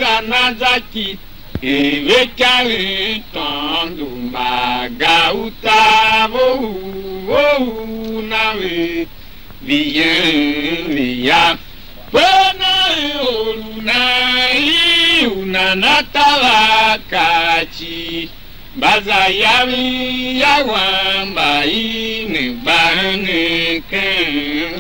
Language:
Tiv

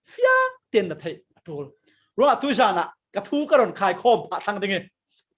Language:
Falam Chin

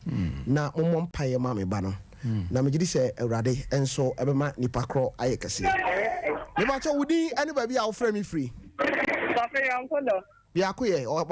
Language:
Akan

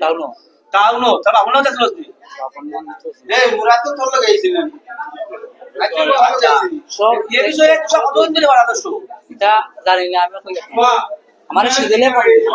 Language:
Sylheti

